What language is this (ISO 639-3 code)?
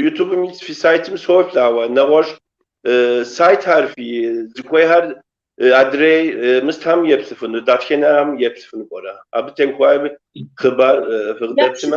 kbd